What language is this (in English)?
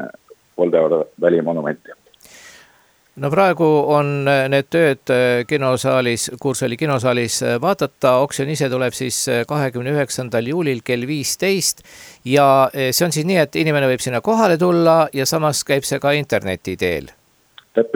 Estonian